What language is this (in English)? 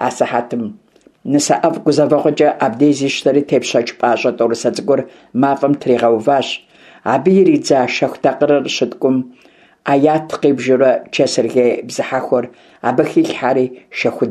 Kabardian